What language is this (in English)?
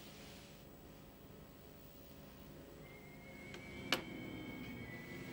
Finnish